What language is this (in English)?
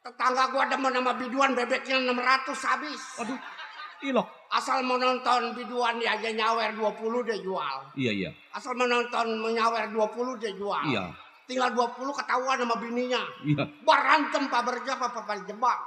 Betawi